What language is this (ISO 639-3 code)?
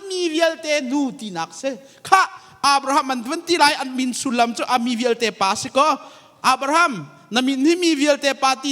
cnh